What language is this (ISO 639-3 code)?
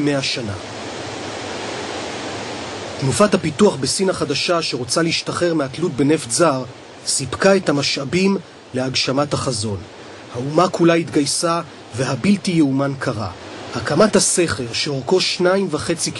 heb